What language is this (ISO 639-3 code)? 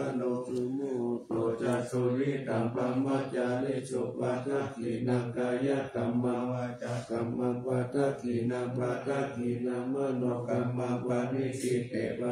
pli